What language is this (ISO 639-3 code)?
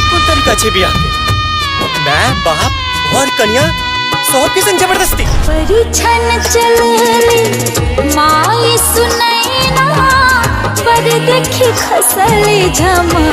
mai